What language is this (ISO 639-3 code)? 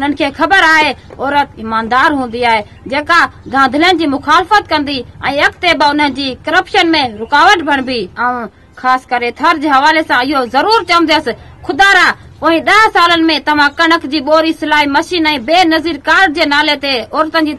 snd